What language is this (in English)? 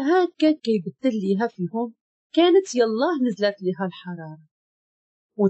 Moroccan Arabic